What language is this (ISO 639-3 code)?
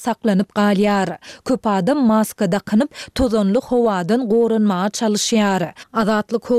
tuk